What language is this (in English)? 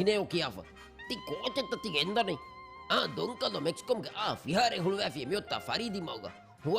Divehi